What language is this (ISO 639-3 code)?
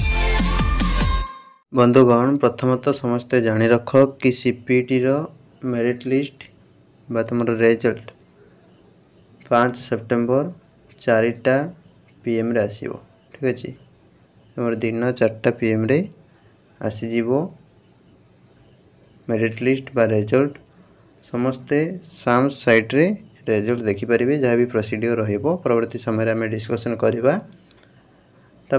ori